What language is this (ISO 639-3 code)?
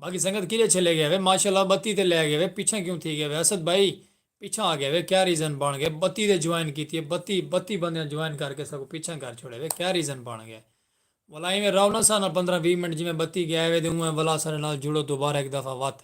skr